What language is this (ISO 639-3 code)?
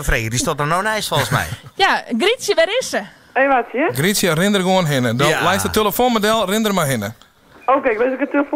fry